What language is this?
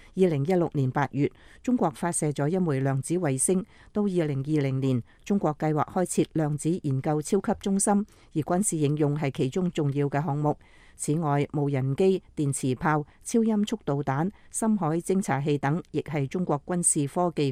Cantonese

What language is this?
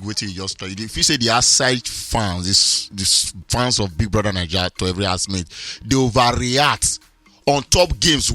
Nigerian Pidgin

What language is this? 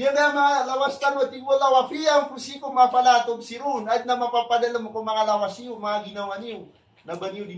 Maranao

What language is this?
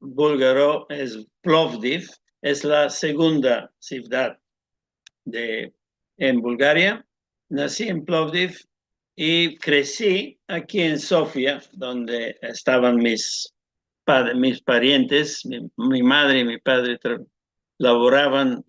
Ladino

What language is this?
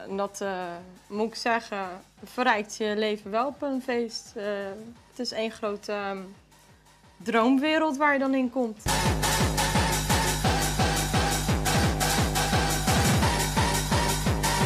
Dutch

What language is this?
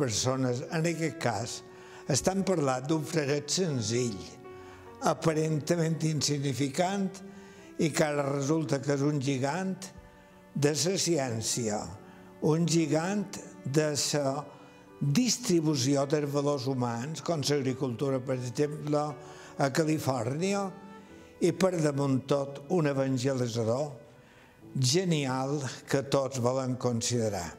Catalan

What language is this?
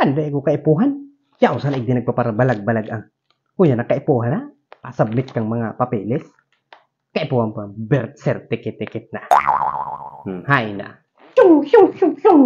Bikol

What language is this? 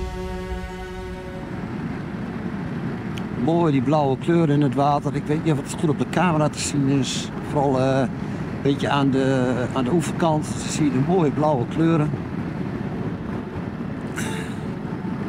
Dutch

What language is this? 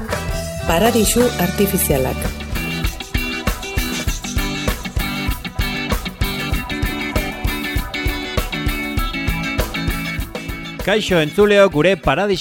Basque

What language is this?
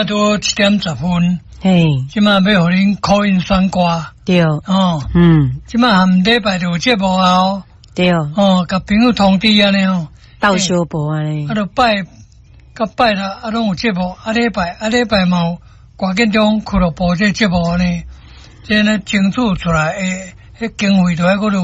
Min Nan Chinese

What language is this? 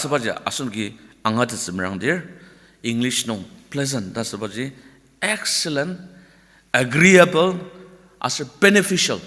Ao Naga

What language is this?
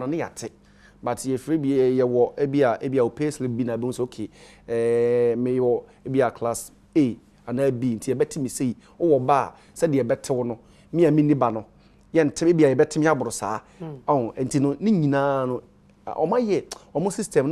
Akan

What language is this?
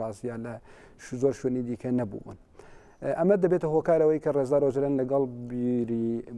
Central Kurdish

